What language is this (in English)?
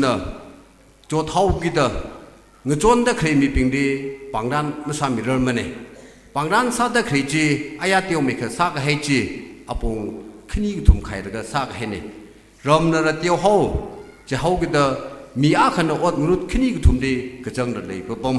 Tangkhul Naga (India)